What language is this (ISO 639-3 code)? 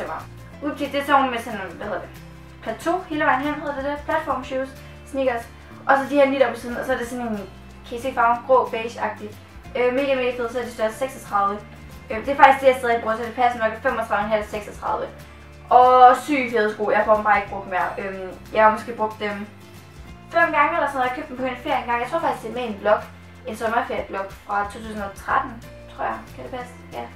dan